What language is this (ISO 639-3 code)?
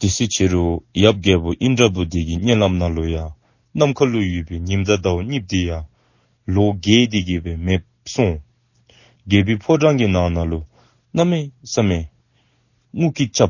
dzo